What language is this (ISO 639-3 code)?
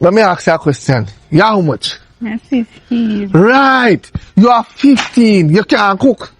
jam